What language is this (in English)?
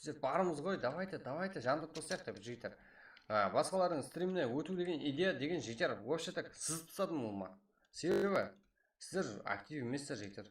Kara-Kalpak